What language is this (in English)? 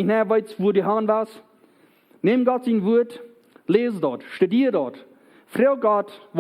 Plautdietsch